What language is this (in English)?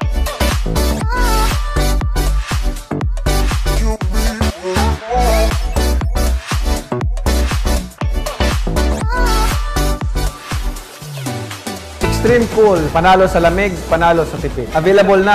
Filipino